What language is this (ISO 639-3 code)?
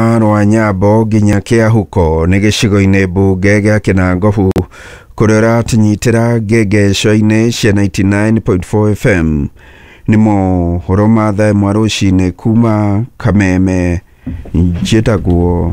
kik